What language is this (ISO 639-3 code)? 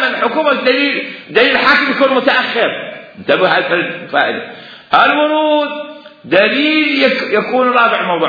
acm